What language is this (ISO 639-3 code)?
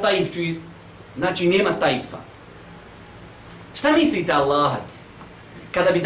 bos